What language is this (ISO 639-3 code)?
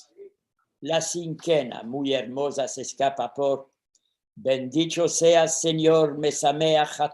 lad